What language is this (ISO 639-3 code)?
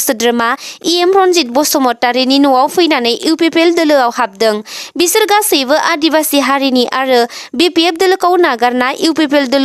brx